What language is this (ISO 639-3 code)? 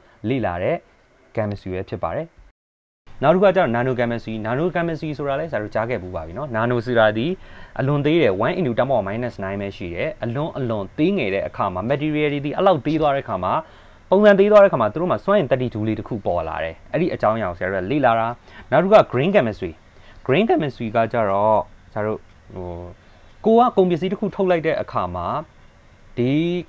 mya